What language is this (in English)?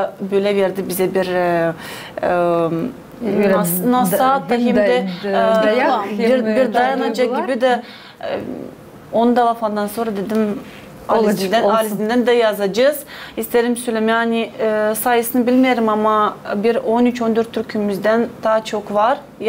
Gagauz